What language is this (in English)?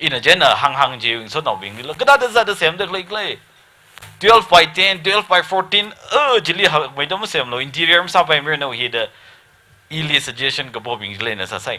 Tangkhul Naga (India)